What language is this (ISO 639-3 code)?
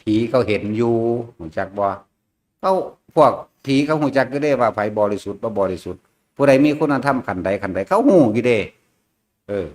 tts